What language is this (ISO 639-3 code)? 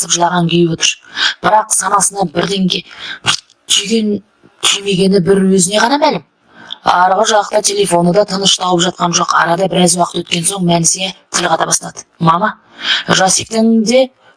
kaz